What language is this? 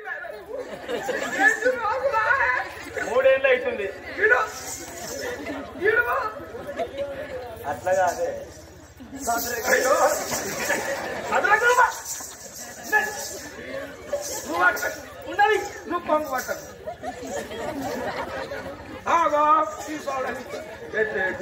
Telugu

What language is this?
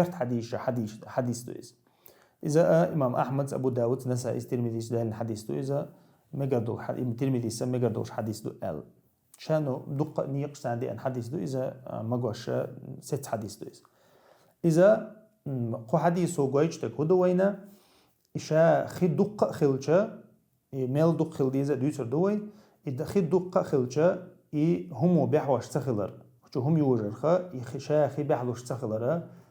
Chechen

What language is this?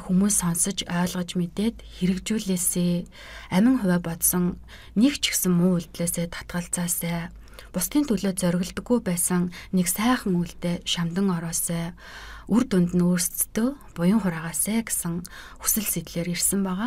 Mongolian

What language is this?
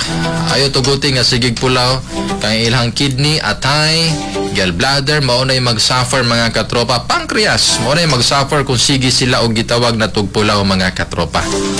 Cebuano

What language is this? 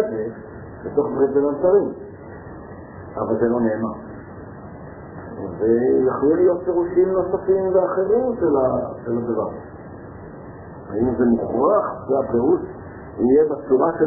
Hebrew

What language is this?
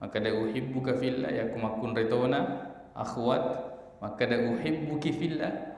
Buginese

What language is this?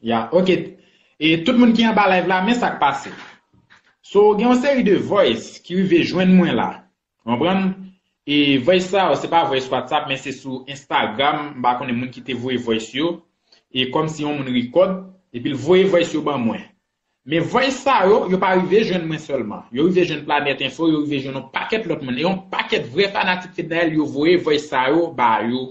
Haitian Creole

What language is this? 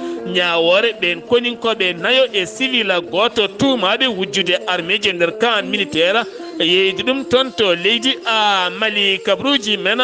Fula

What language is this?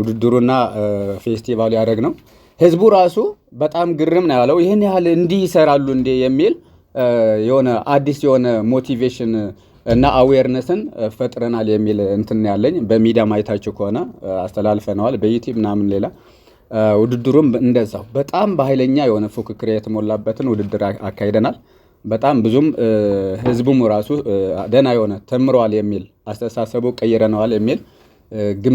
Amharic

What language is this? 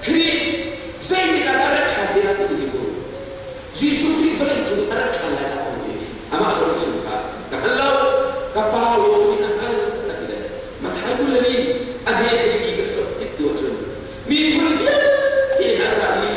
Hakha Chin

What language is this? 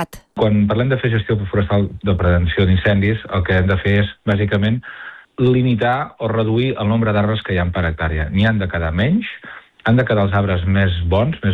Catalan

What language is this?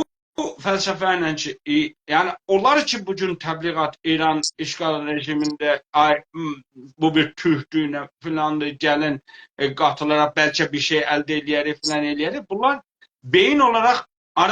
South Azerbaijani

